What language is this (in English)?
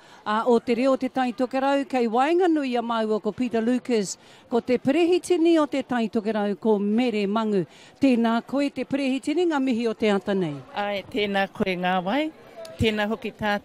Māori